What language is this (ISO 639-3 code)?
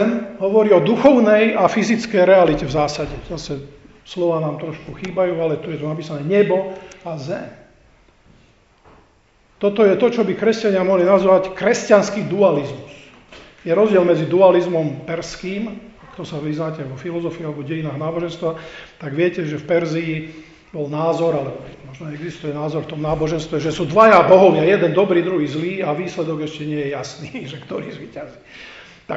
slk